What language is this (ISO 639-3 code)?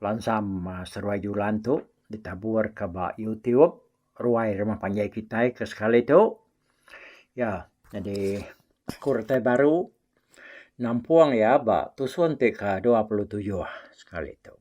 iba